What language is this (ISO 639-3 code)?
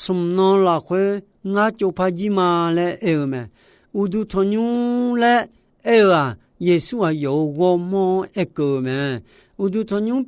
ahk